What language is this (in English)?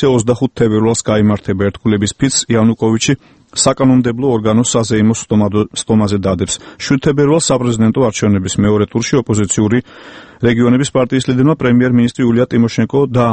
Georgian